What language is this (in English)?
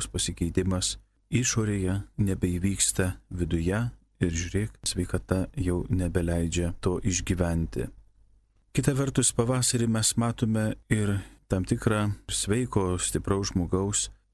Lithuanian